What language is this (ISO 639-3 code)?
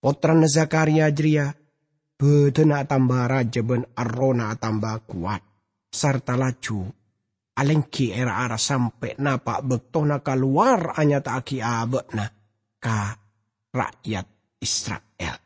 mad